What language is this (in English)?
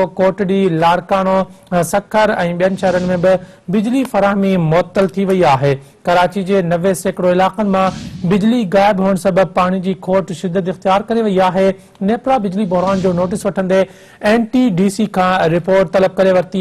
Sindhi